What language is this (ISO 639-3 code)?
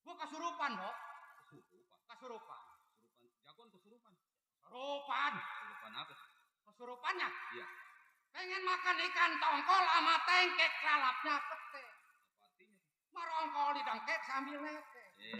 bew